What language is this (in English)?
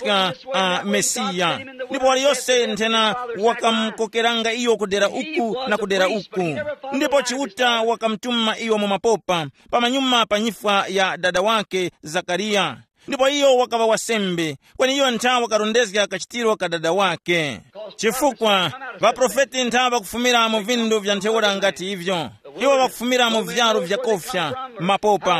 Tumbuka